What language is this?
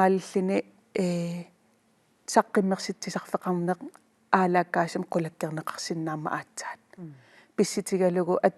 Kalaallisut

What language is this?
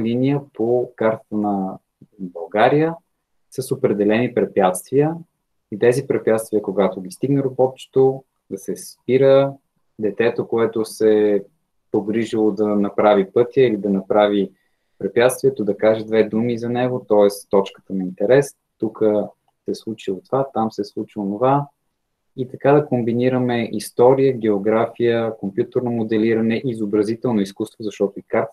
Bulgarian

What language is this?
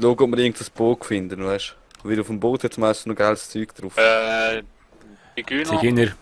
Swiss German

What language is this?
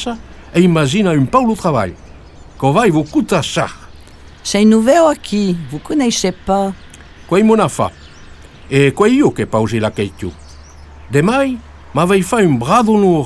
Occitan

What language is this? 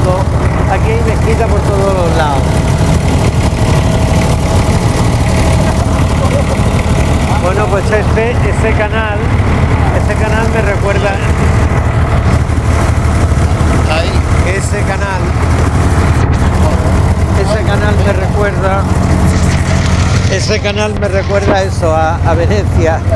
Spanish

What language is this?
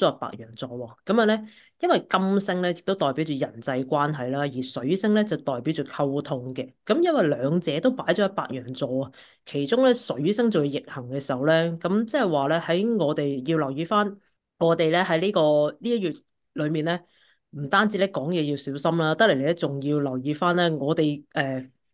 Cantonese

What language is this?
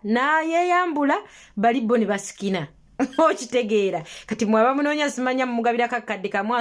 Ganda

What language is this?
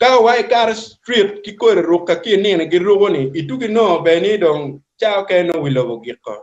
Acoli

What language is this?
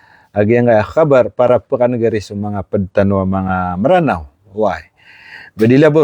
Maranao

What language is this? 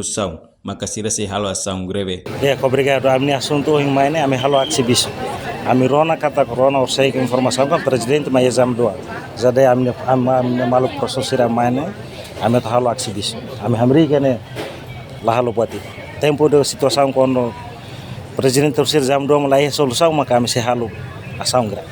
Tetum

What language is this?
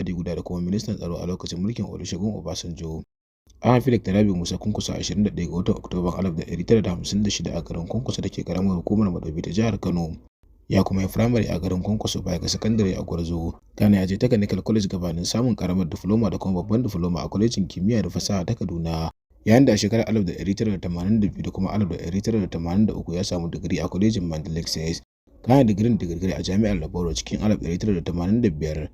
Hausa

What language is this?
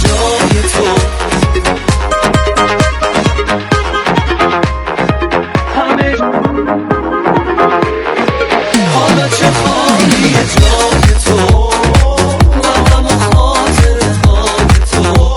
Persian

